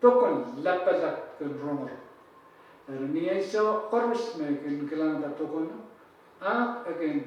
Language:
Pohnpeian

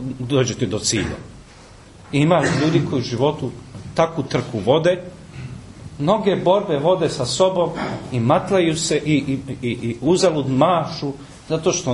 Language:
Serbian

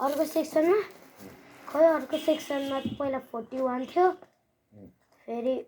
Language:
Nepali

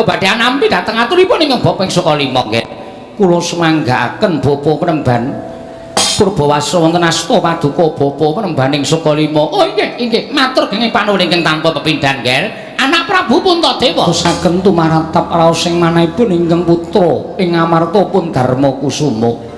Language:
Javanese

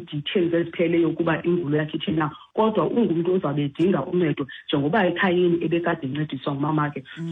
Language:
Xhosa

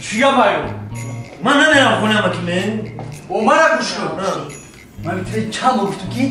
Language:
Tajik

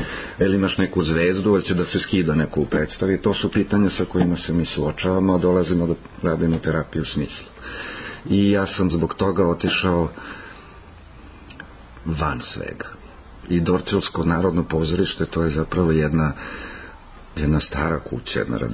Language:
Serbian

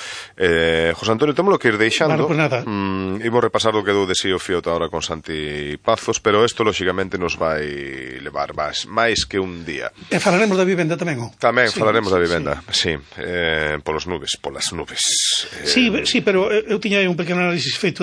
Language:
Galician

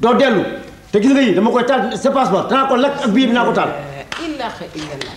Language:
Wolof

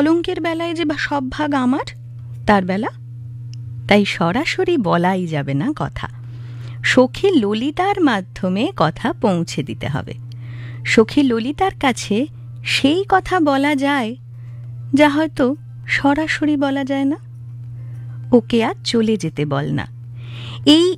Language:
Bangla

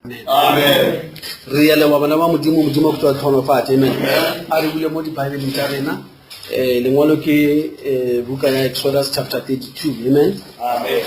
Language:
Northern Sotho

